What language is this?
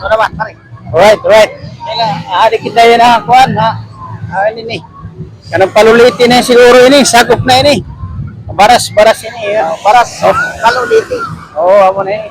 Waray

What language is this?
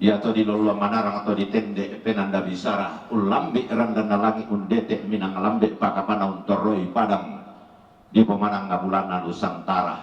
Toraja-Sa'dan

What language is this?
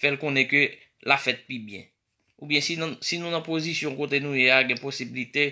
Haitian Creole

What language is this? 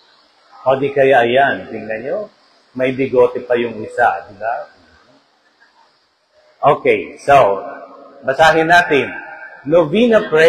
Filipino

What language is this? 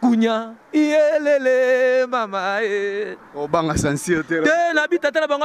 Lingala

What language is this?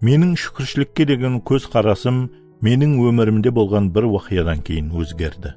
Kara-Kalpak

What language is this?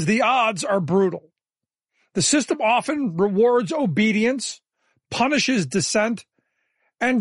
English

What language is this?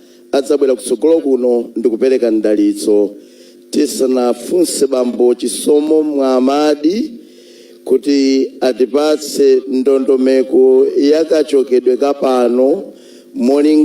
Nyanja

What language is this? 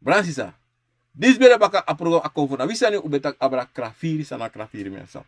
Sranan Tongo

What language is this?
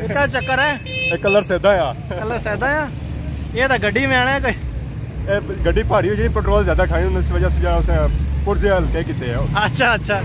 Pahari-Potwari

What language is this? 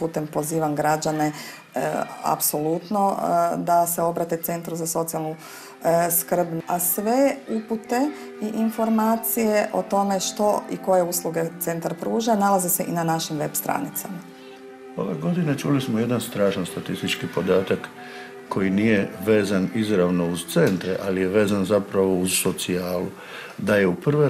Croatian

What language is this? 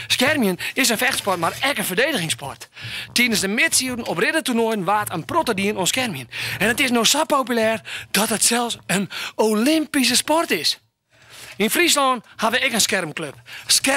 Western Frisian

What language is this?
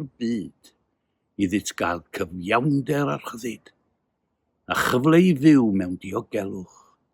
Welsh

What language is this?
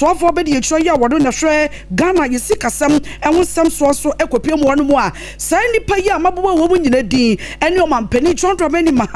Akan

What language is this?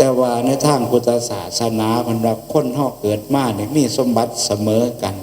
Northeastern Thai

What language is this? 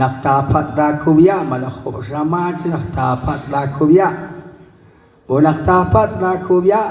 Kekchí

